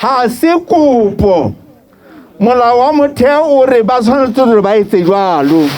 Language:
Southern Sotho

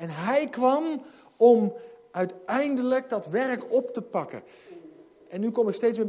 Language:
Dutch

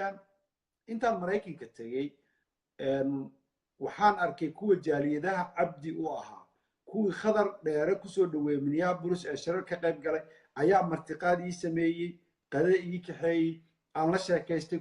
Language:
Somali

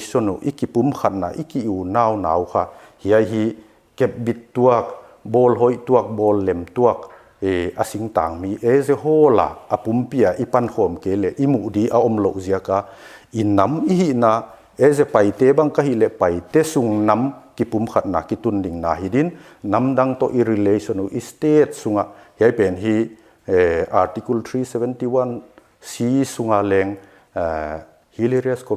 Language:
Paite Chin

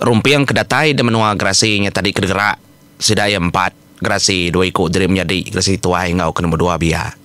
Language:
Iban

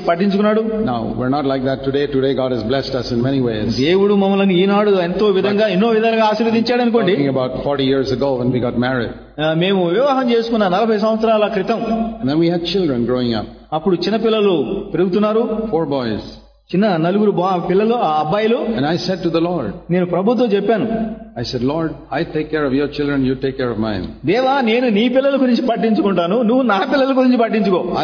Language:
Telugu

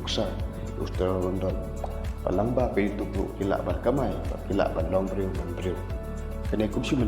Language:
Khasi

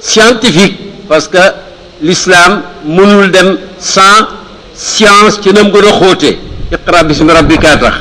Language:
Wolof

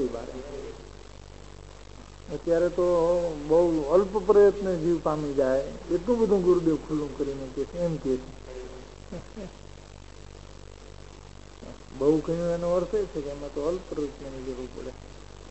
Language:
Gujarati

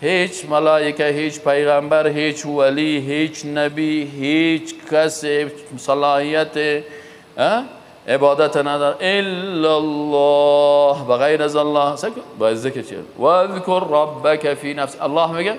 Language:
Persian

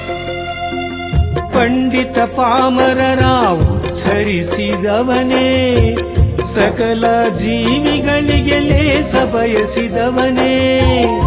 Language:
Kannada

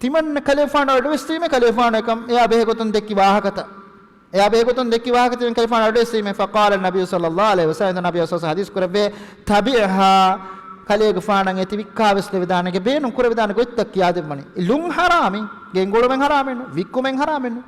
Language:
Divehi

